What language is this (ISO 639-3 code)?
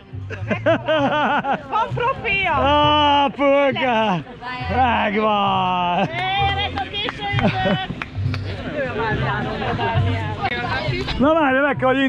hun